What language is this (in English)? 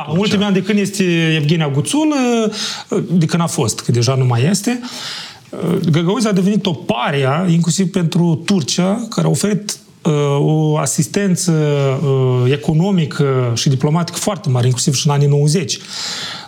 Romanian